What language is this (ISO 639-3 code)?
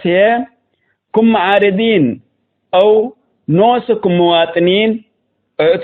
tig